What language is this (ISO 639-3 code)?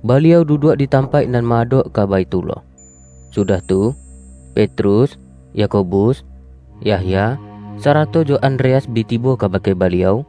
min